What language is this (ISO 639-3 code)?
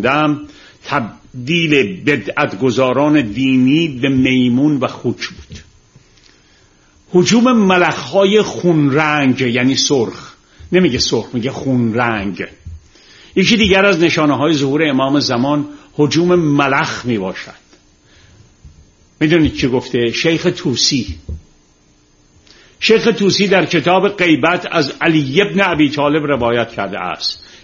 fas